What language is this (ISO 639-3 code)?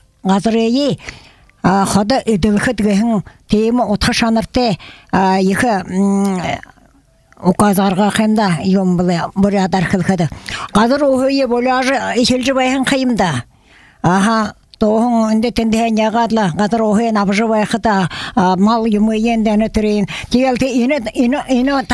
bua